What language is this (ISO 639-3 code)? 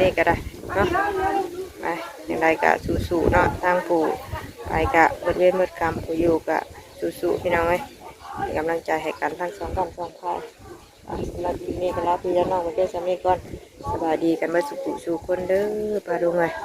tts